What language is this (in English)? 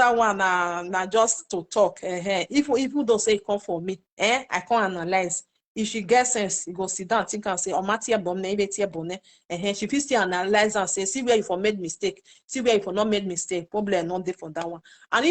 Nigerian Pidgin